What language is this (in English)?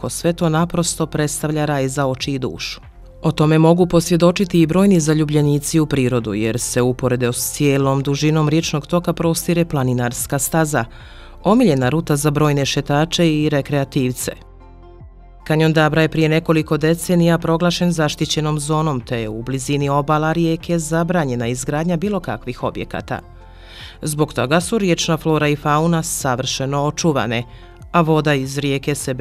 Bosnian